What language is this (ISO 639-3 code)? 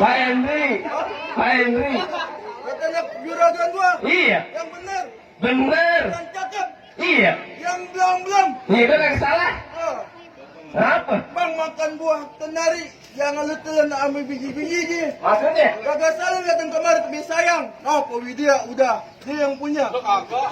bew